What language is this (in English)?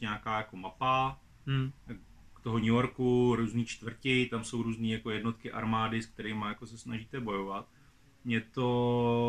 Czech